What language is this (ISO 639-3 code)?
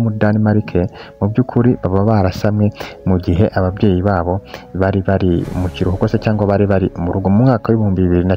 kin